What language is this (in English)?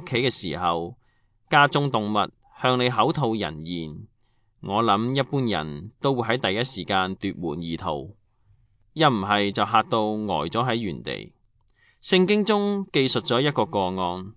Cantonese